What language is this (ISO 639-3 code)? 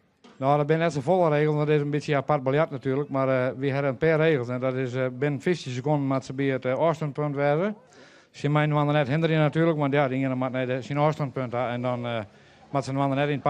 fry